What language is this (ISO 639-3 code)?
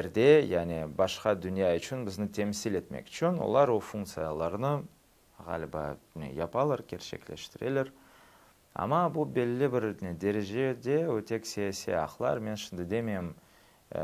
crh